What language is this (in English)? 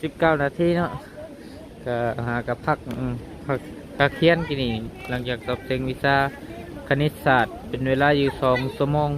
Lao